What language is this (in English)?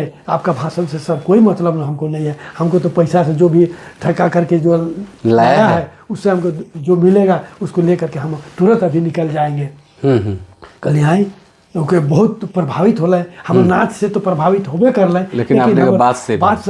Sadri